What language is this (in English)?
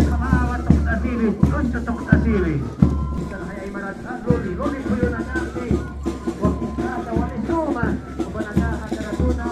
Aymara